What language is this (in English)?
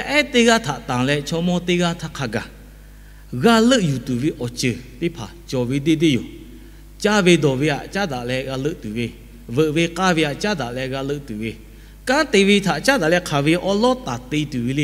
Lahu